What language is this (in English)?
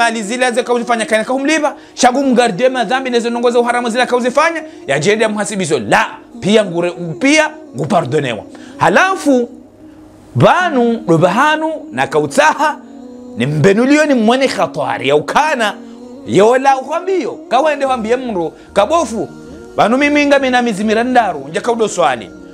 Ngazidja Comorian